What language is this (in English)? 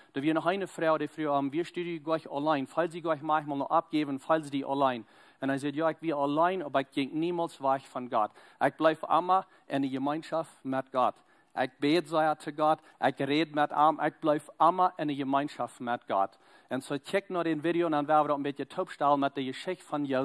Plautdietsch